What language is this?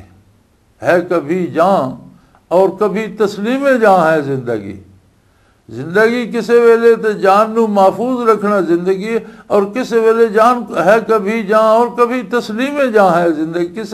Western Panjabi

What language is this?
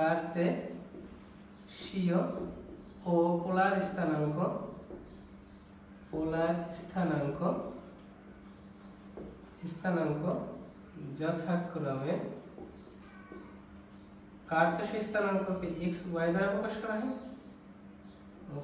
Bangla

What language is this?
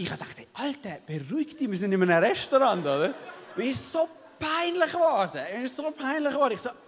Swiss German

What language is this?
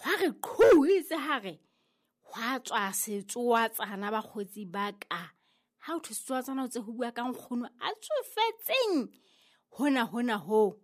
Southern Sotho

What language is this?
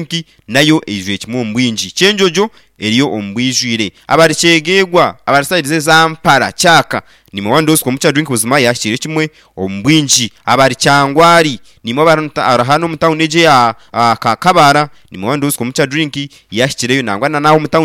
Nyankole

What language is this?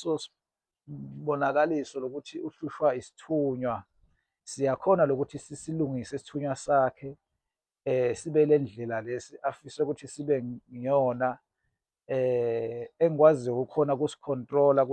Zulu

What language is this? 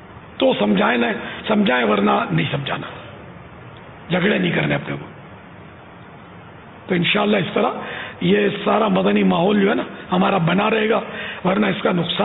Urdu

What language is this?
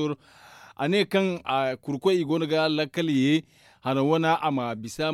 Zarma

